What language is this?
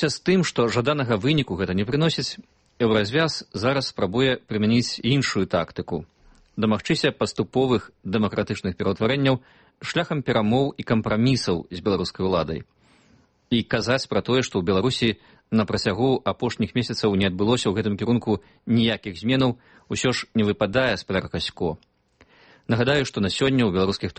Belarusian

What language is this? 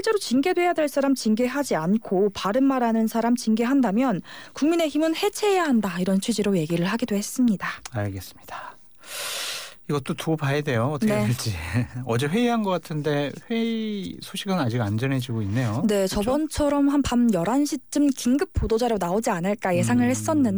Korean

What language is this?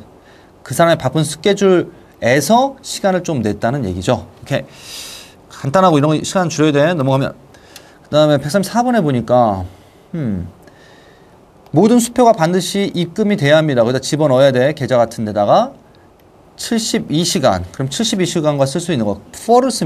Korean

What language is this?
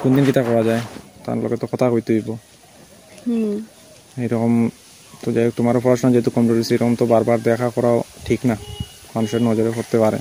Sylheti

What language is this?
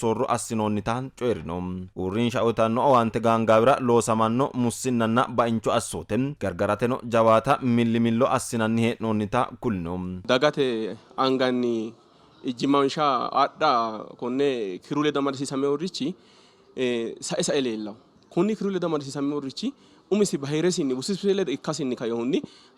Sidamo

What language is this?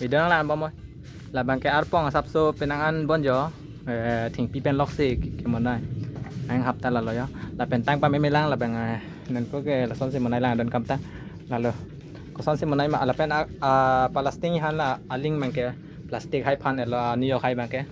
Karbi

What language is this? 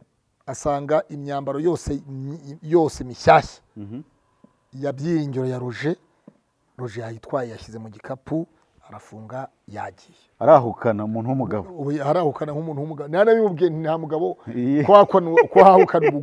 Kinyarwanda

